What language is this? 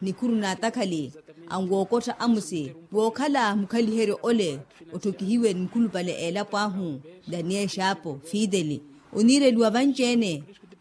Makhuwa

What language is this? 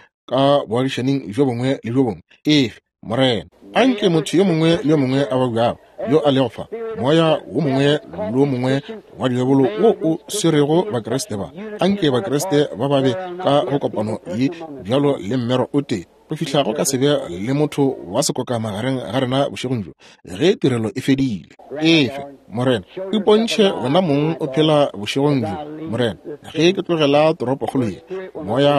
Northern Sotho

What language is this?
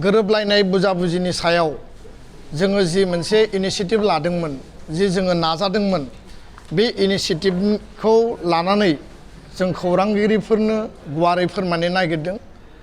Bodo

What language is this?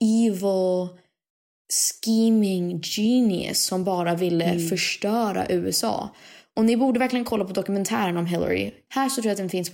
Swedish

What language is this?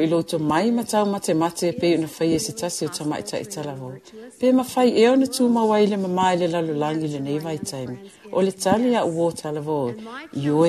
Samoan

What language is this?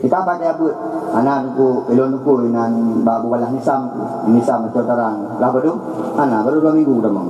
Achinese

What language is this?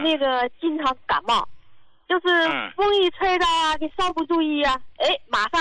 Chinese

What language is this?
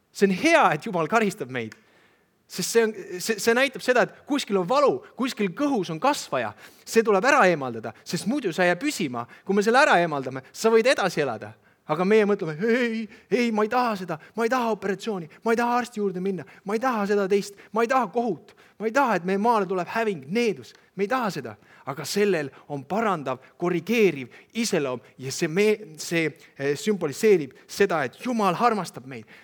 Estonian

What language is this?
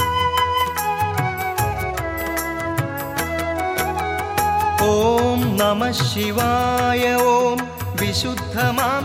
Malayalam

